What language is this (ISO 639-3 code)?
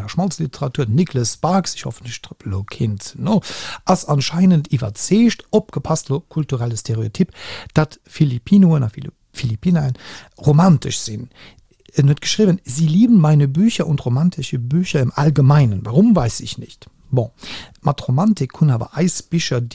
ltz